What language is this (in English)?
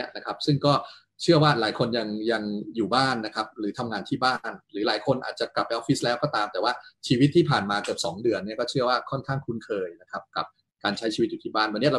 Thai